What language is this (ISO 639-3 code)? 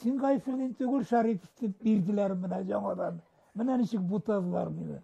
tat